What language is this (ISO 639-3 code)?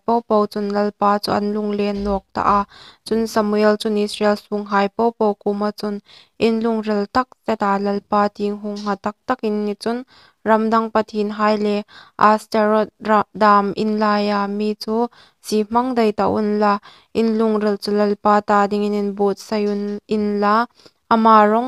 hmr